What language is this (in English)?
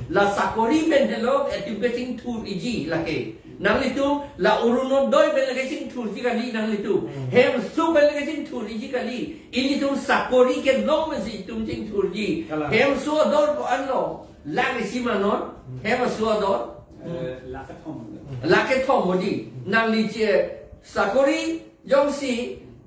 Karbi